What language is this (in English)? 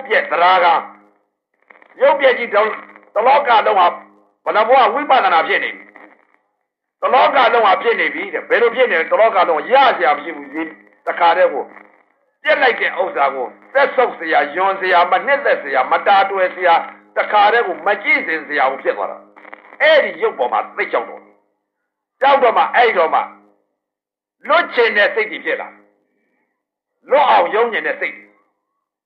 Burmese